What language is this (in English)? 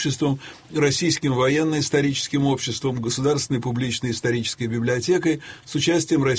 Russian